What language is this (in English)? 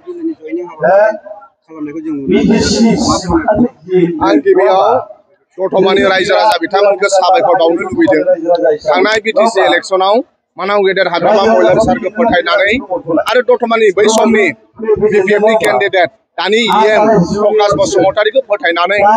Bodo